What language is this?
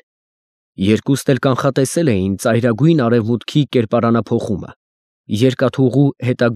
Armenian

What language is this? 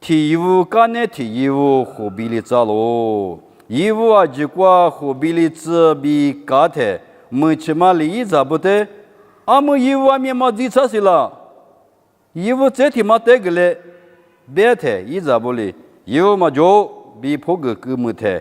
Lisu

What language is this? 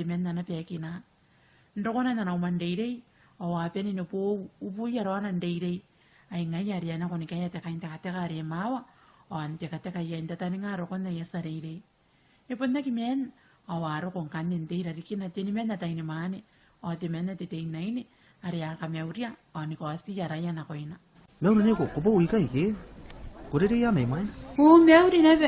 Gilbertese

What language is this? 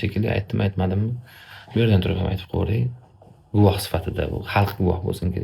Uzbek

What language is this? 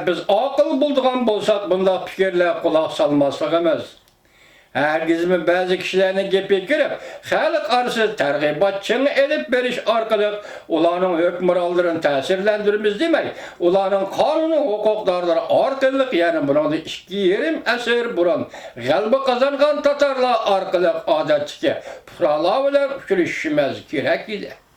Uyghur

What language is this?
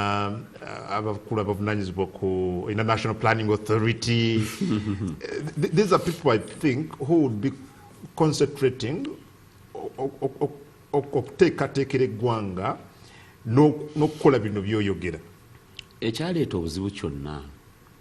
Ganda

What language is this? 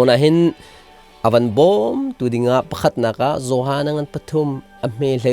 Hakha Chin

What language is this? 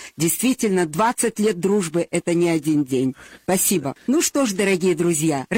Russian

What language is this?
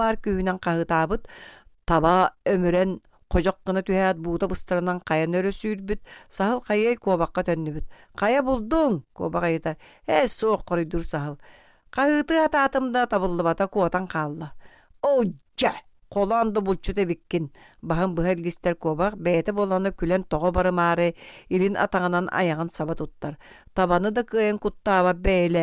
Yakut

